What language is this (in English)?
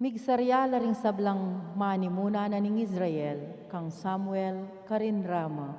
Pampanga